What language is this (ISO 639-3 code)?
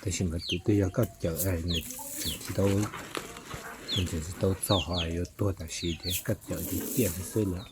hmn